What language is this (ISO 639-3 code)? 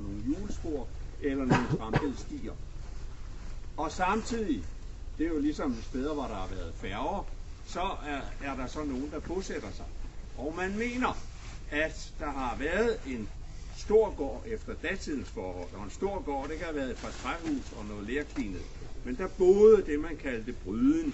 dan